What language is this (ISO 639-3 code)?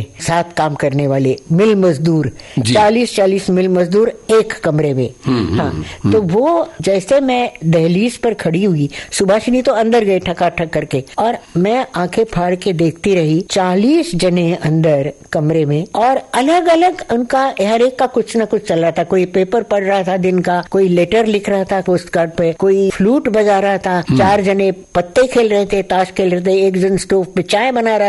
hin